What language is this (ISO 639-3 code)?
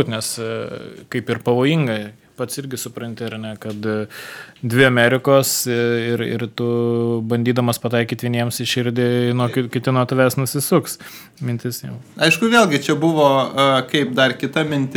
lit